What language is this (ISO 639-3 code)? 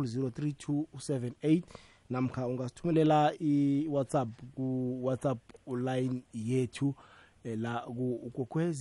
nbl